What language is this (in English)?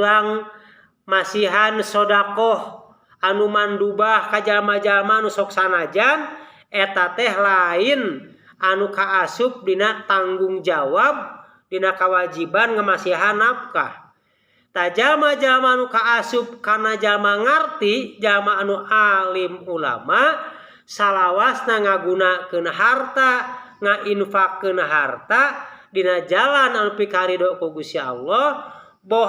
Sundanese